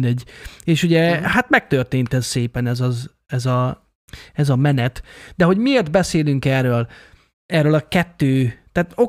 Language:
Hungarian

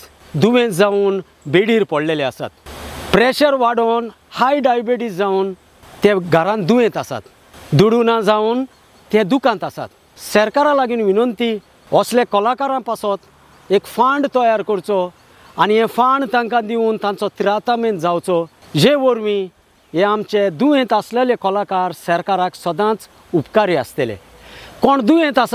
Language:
Konkani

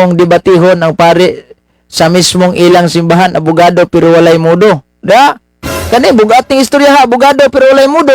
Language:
Cebuano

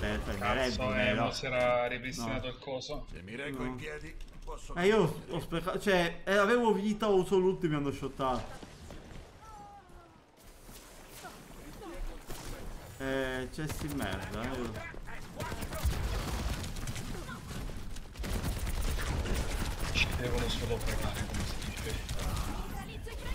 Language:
Italian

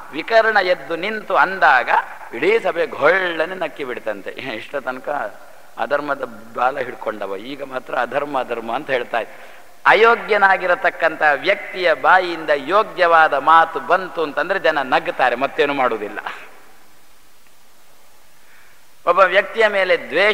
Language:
Kannada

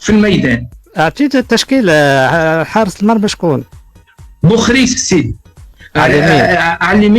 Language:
Tunisian Arabic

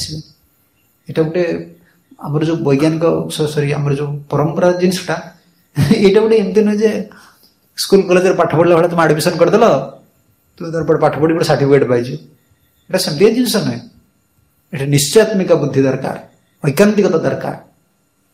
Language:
Odia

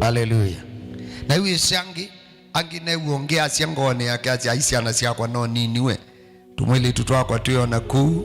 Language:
Kamba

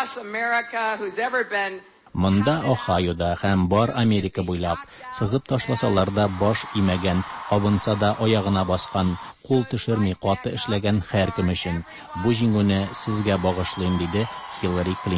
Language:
Tatar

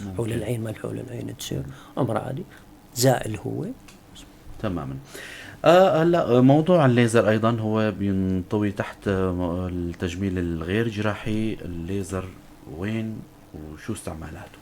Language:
North Levantine Arabic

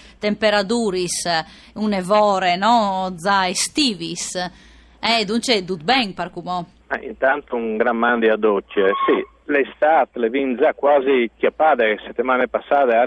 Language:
Friulian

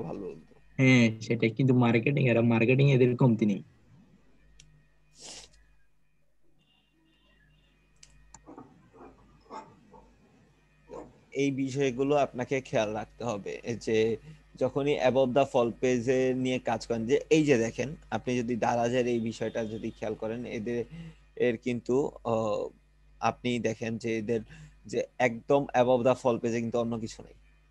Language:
Bangla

